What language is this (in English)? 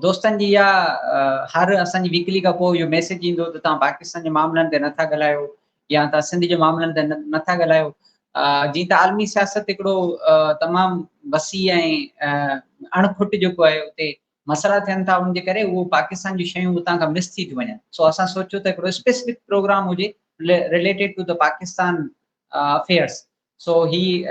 Sindhi